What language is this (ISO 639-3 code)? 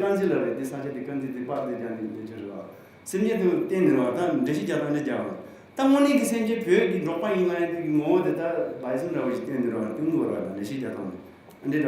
bod